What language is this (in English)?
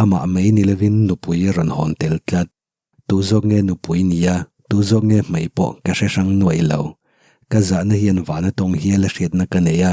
Mizo